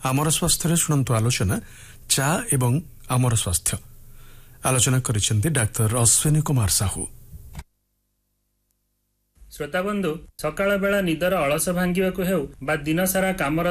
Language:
Odia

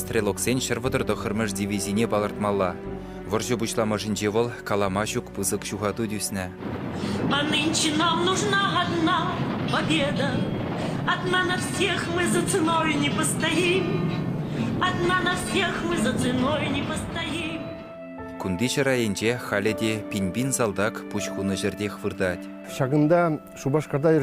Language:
Chuvash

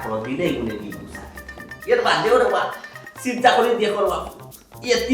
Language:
Sylheti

